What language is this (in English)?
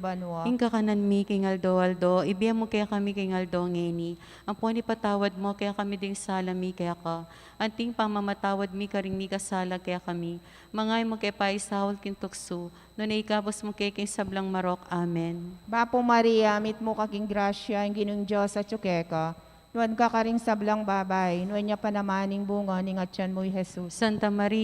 Pampanga